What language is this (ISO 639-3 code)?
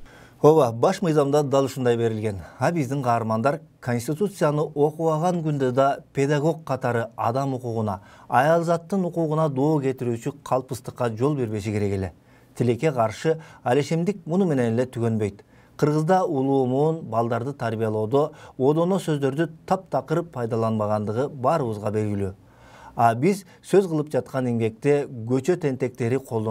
kir